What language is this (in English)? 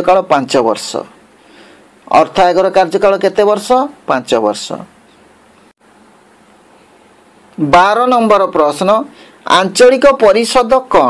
Odia